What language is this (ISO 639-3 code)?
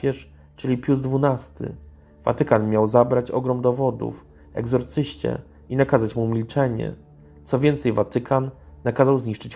pol